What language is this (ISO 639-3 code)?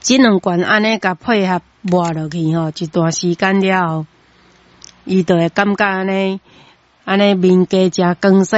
nan